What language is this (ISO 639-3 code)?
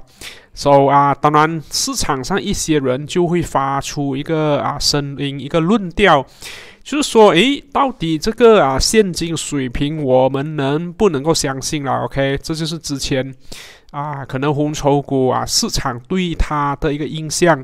zho